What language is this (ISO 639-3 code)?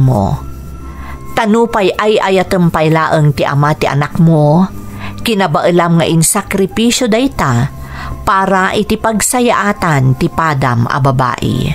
ilo